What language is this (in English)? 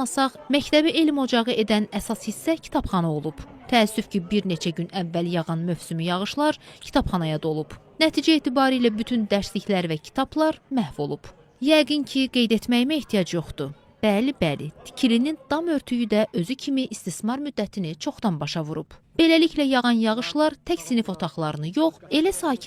Azerbaijani